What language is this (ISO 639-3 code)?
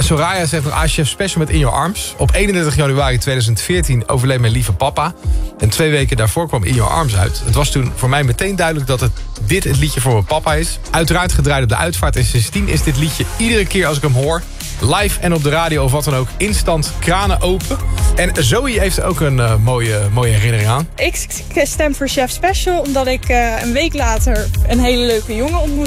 nld